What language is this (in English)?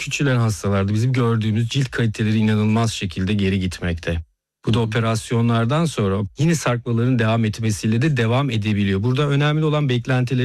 Turkish